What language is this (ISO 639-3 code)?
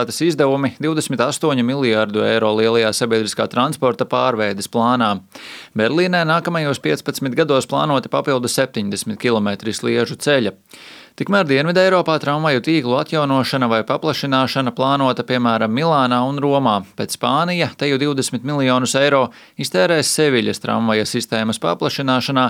lav